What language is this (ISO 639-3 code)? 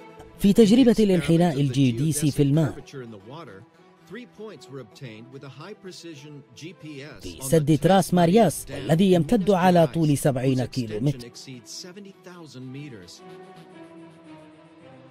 ara